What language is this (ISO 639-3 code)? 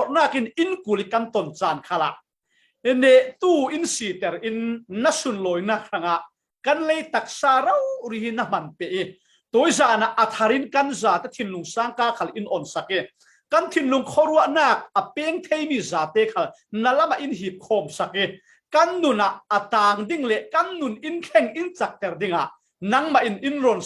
cfm